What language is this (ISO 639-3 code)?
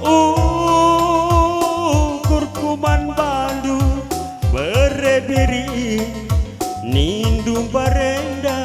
btx